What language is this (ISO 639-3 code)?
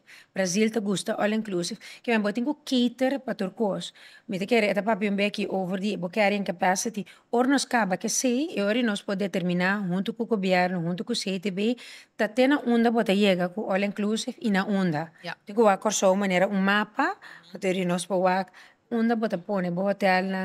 pap